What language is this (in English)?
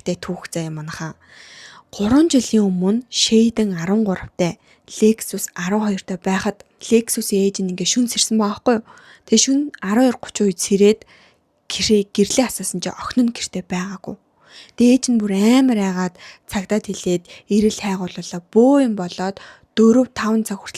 Mongolian